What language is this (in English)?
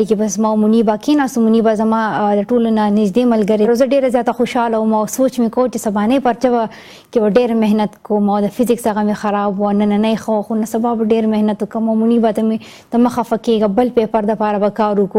Pashto